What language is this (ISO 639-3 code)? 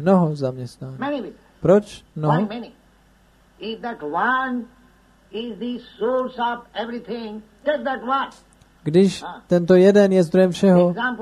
ces